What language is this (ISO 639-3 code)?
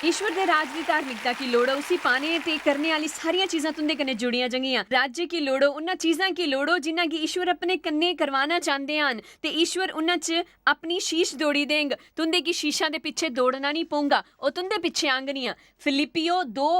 doi